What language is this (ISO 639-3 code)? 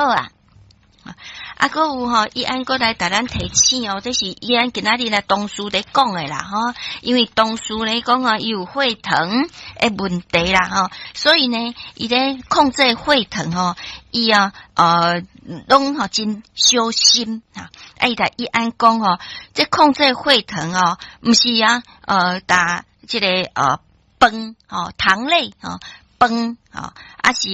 nan